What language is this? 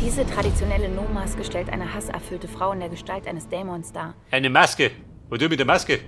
Bavarian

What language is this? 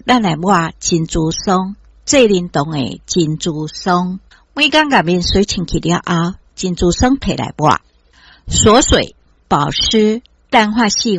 Min Nan Chinese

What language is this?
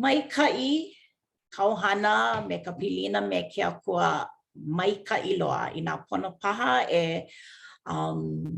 Hawaiian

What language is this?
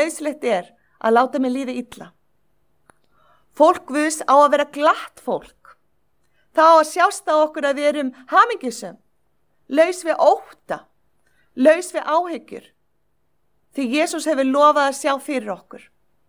Icelandic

